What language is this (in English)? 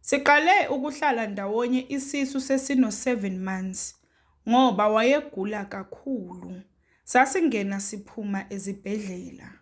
Zulu